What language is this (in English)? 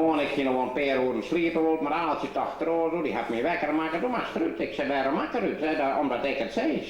Western Frisian